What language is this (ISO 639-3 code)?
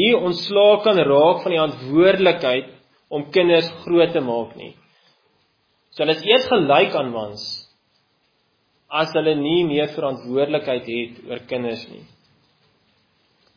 afr